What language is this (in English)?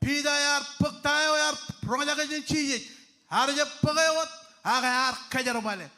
Marshallese